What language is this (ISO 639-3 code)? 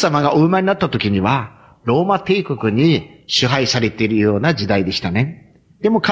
jpn